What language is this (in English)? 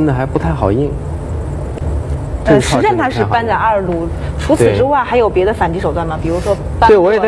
Chinese